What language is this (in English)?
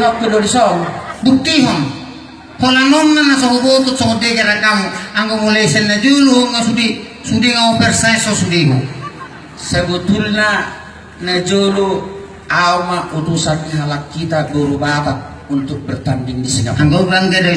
Batak Toba